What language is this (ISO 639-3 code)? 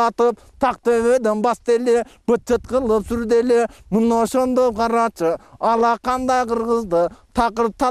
kir